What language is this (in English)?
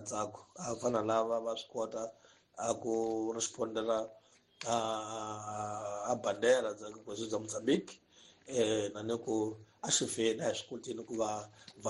Tsonga